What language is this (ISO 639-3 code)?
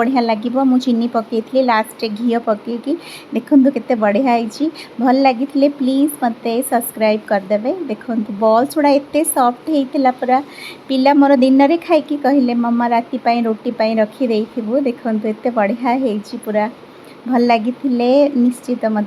ori